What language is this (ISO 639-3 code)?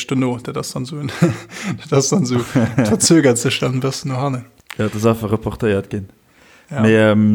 ltz